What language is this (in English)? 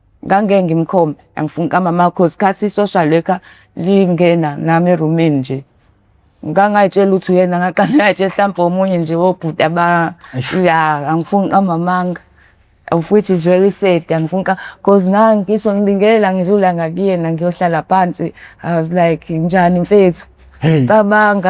Zulu